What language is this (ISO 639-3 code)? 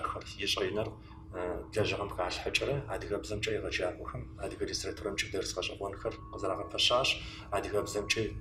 kbd